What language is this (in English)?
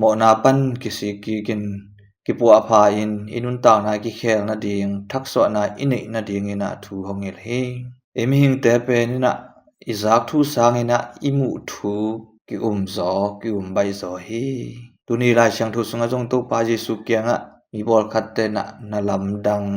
Tedim Chin